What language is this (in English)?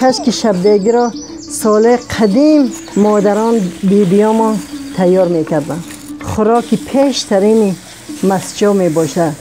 Tajik